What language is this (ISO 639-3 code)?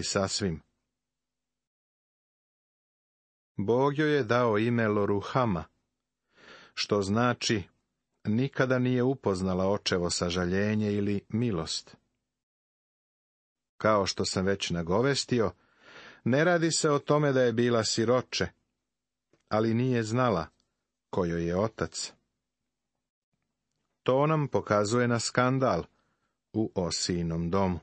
srp